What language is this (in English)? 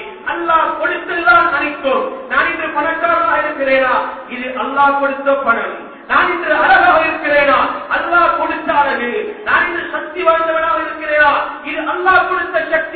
Tamil